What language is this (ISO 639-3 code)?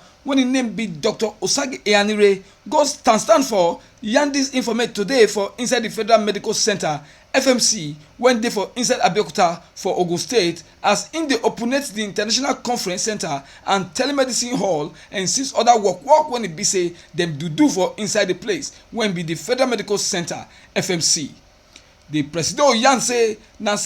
pcm